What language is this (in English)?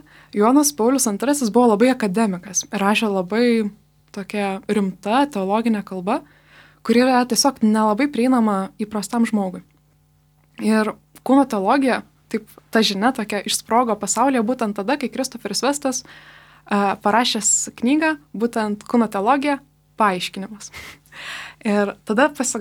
Lithuanian